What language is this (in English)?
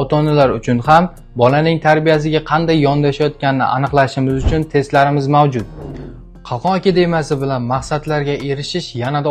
Uzbek